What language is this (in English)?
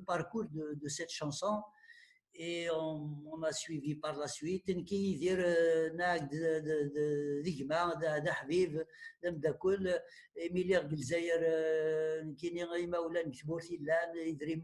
Kabyle